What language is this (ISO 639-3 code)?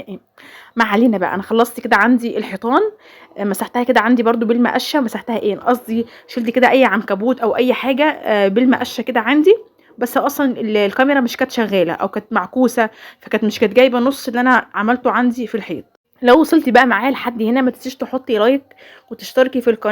arz